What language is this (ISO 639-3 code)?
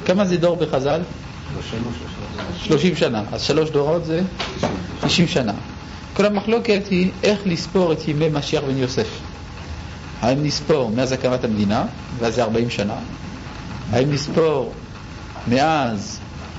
heb